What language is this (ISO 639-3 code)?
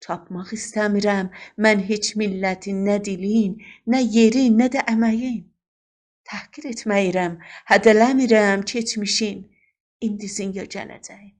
azb